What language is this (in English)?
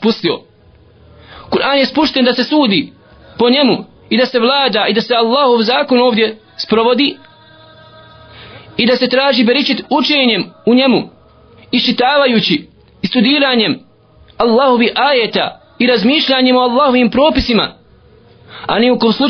Bosnian